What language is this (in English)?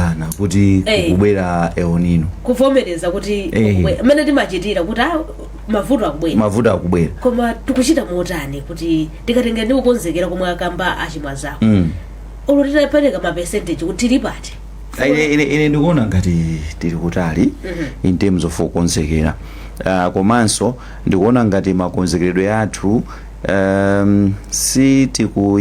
Nyanja